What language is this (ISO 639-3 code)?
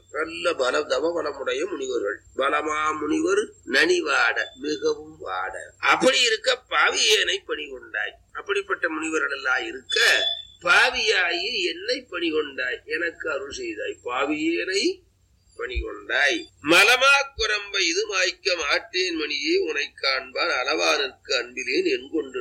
tam